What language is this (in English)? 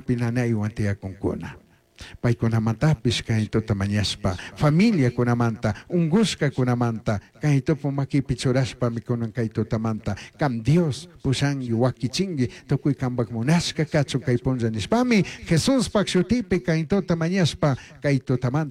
Chimborazo Highland Quichua